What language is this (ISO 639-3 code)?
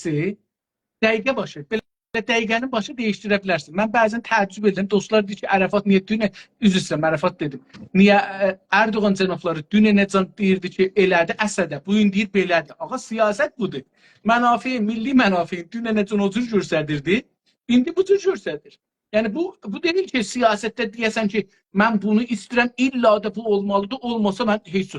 azb